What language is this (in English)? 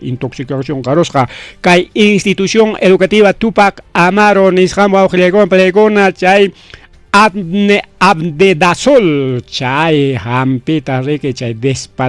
Ayacucho Quechua